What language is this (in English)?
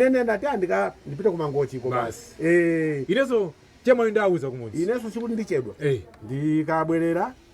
Nyanja